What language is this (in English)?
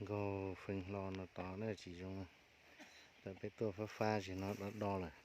Hmong